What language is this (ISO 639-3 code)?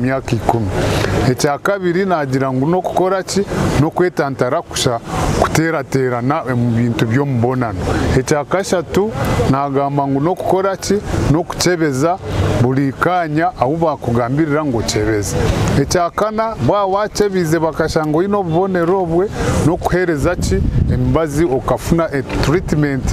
nyn